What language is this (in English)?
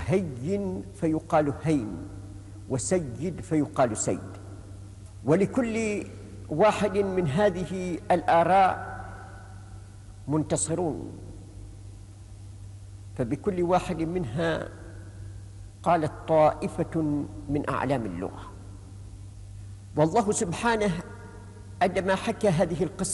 Arabic